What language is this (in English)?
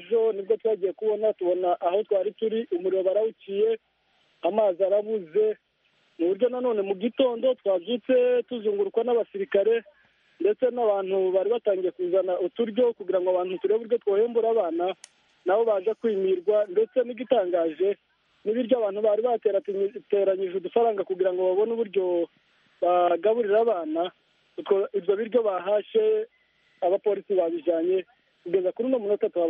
Kinyarwanda